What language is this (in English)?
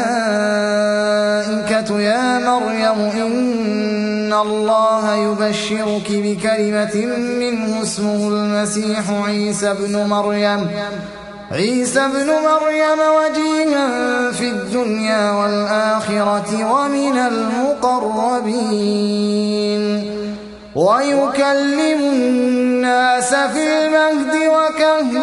Arabic